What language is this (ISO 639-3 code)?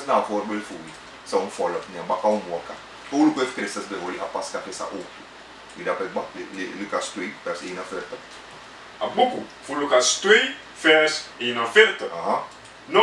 srn